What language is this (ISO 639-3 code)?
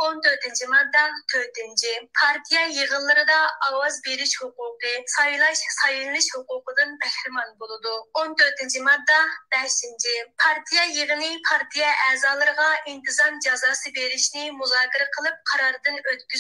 uig